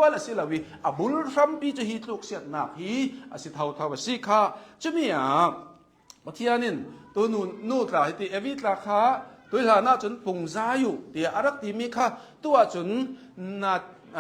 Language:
Hakha Chin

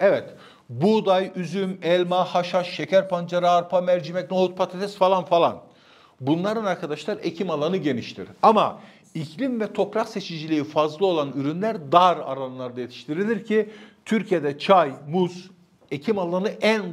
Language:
Turkish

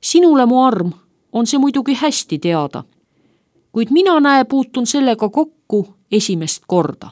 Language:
Estonian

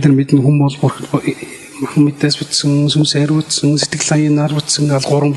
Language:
Mongolian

